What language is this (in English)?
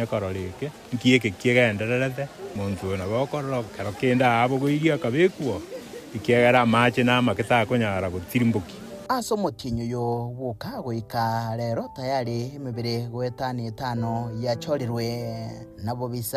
Gusii